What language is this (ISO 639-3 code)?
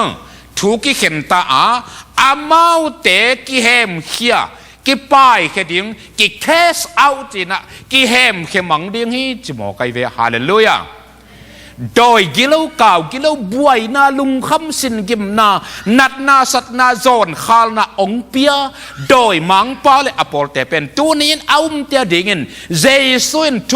ctd